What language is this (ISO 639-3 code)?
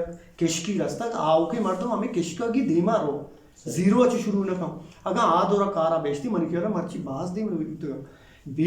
bgp